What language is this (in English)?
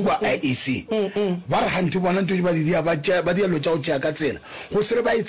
Northern Sotho